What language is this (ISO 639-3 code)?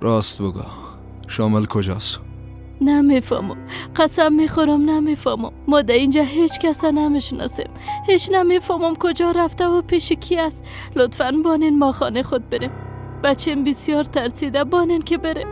fas